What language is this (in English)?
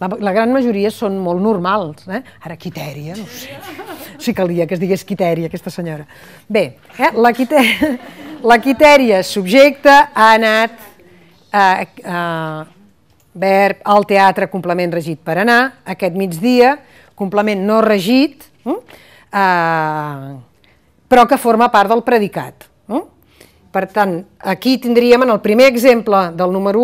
Catalan